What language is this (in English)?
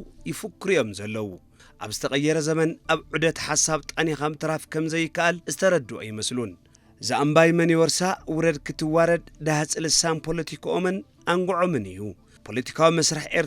Tigrinya